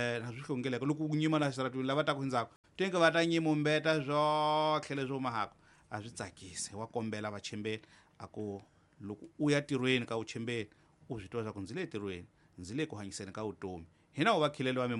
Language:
Tsonga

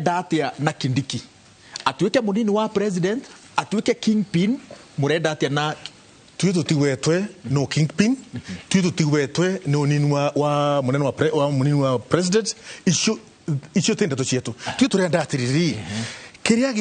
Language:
Kikuyu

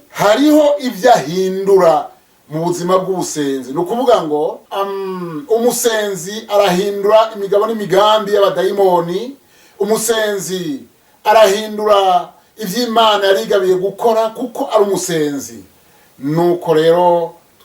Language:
Rundi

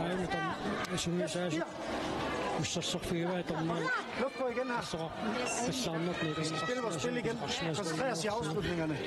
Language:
Kalaallisut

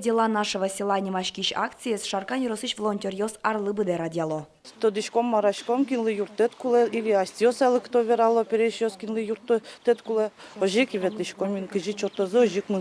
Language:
Udmurt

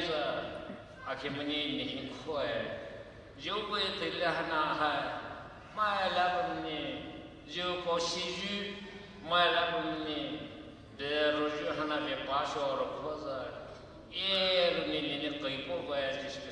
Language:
Poumei Naga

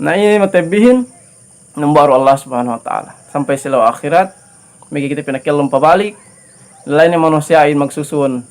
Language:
Yakan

